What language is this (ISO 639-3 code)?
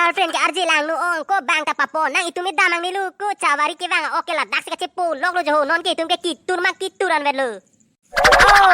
mjw